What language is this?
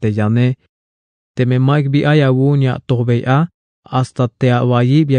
Tzeltal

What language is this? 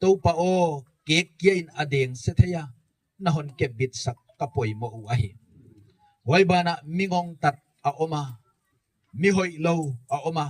Gangte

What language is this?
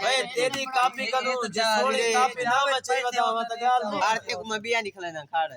Saraiki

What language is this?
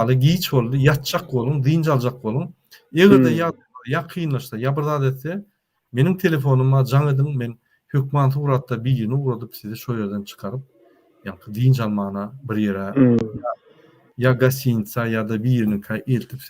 Turkmen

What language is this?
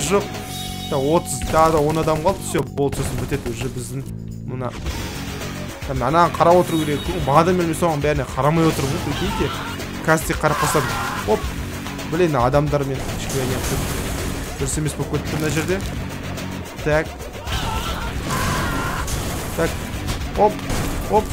Kazakh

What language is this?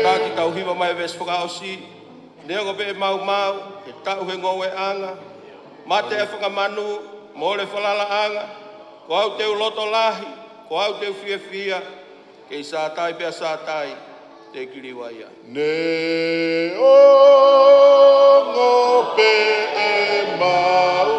Tongan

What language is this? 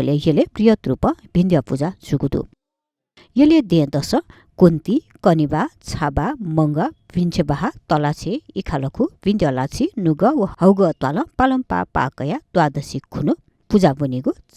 Newari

